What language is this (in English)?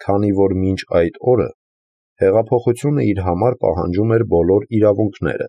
Armenian